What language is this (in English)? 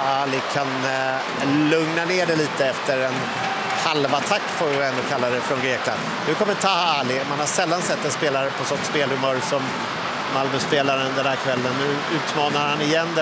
Swedish